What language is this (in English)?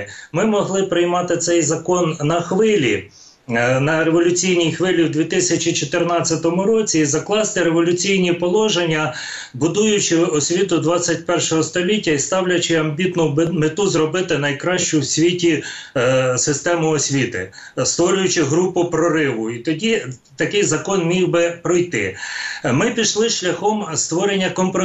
Ukrainian